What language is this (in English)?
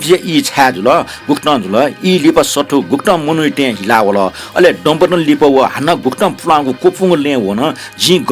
Newari